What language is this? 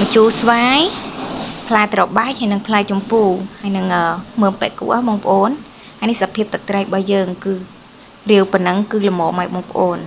Khmer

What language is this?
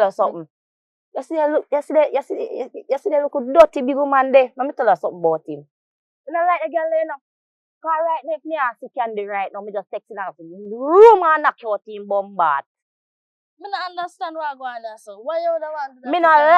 Jamaican Creole English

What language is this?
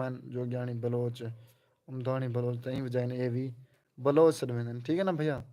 Saraiki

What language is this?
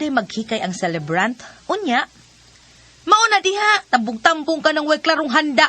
Cebuano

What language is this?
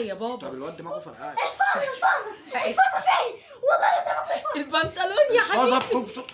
Egyptian Arabic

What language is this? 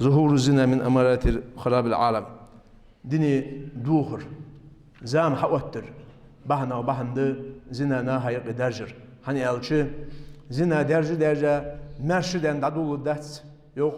Ingush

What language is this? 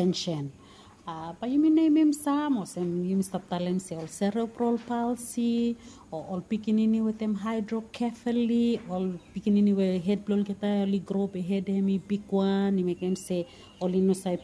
Bislama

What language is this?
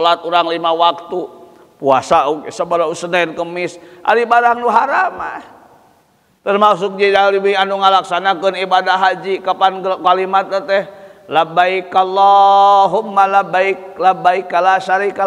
Sundanese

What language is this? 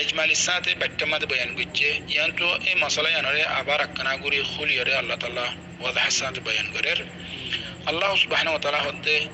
Rohingya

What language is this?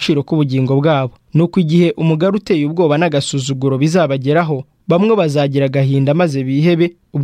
Kinyarwanda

